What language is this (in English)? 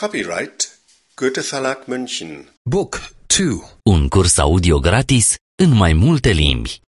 Albanian